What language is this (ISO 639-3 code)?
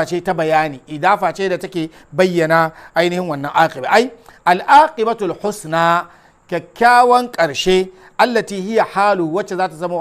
hau